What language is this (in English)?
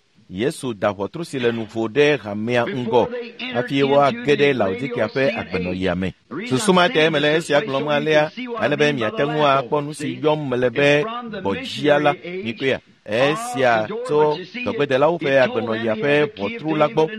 Ewe